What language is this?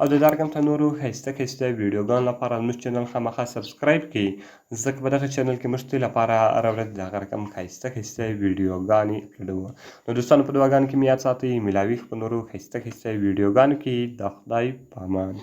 Pashto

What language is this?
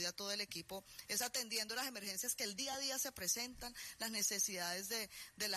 Spanish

